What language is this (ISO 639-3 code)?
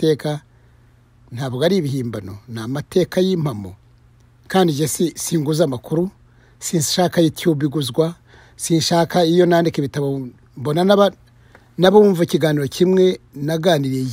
kin